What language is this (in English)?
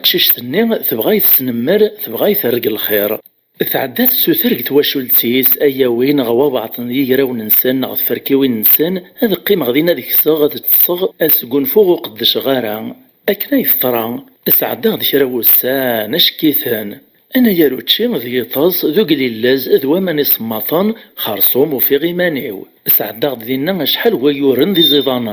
Kabyle